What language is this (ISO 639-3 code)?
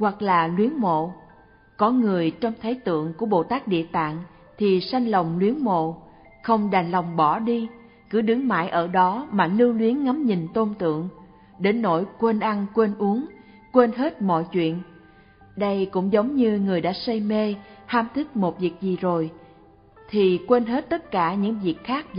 vie